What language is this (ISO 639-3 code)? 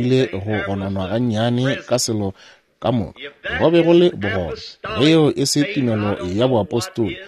nso